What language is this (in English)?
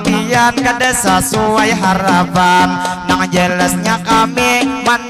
Banjar